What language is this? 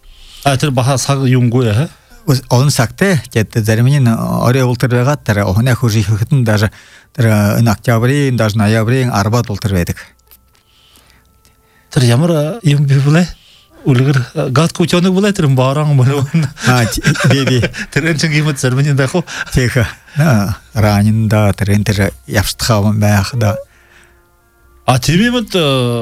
Buriat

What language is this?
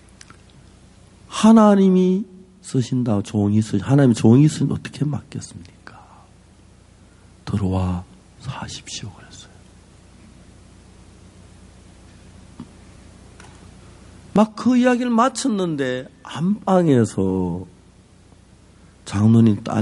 Korean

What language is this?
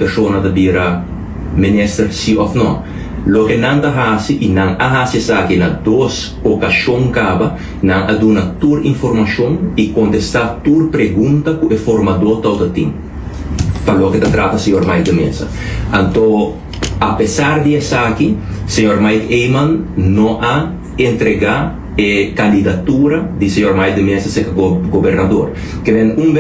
Papiamento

